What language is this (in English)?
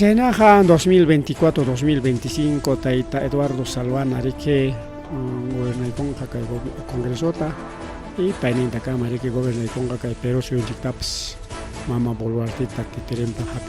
Ayacucho Quechua